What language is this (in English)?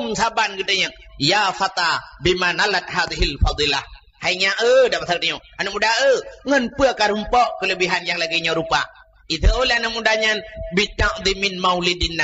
Achinese